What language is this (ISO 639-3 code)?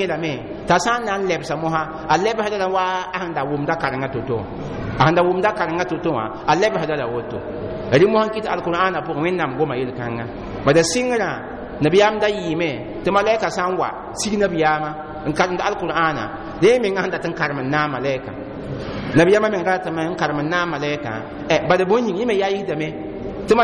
mos